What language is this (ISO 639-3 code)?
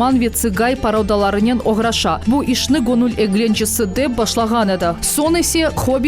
crh